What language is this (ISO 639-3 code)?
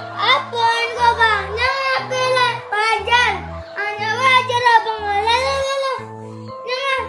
min